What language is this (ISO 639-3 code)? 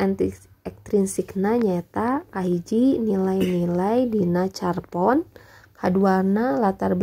sun